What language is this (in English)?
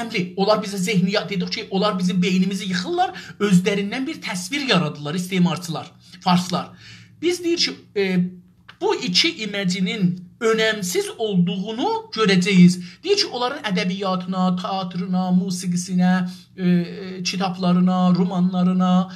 South Azerbaijani